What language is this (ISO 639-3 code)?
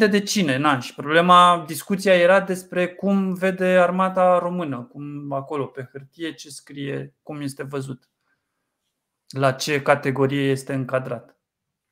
ron